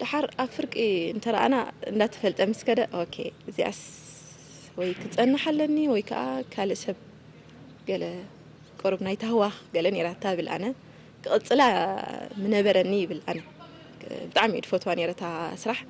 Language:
Tigrinya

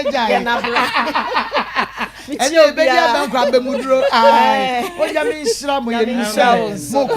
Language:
Akan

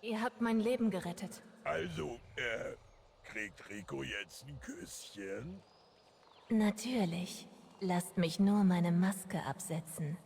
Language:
Swiss German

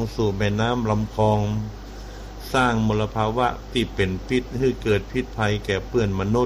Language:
Thai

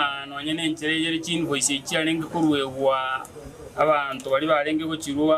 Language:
Gusii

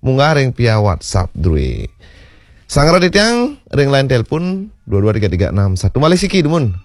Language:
Balinese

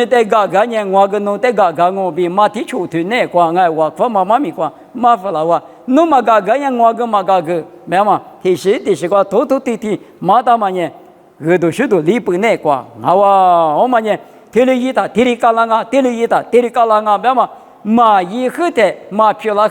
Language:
Lisu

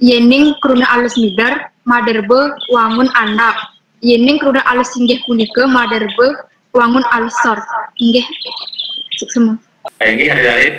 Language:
Balinese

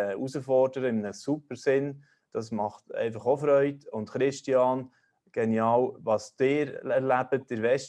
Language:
Swiss German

